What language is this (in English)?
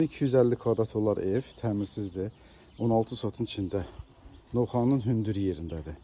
Azerbaijani